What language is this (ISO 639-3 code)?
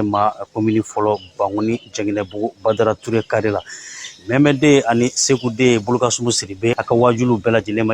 bam